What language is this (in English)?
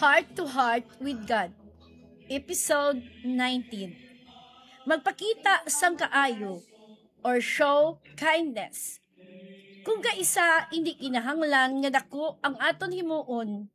Hiligaynon